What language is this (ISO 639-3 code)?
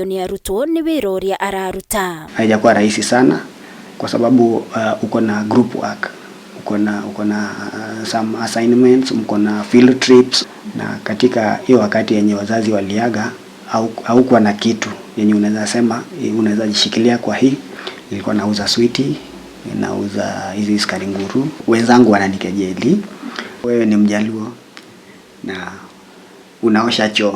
kik